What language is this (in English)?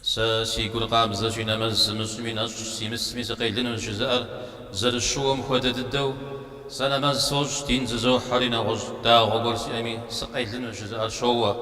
Kabardian